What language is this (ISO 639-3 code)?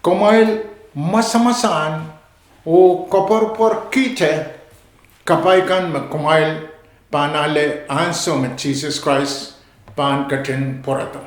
pon